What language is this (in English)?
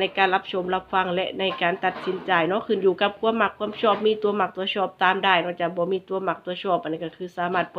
Northeastern Thai